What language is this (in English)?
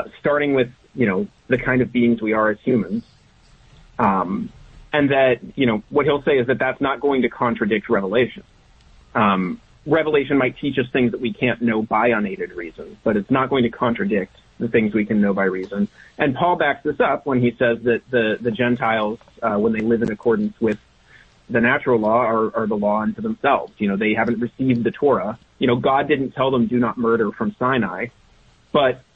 English